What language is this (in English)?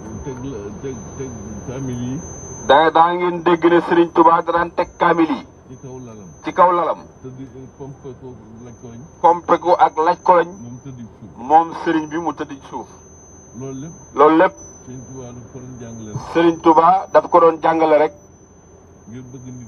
Wolof